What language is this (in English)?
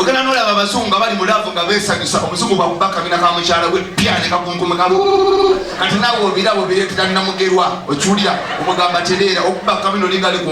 Ganda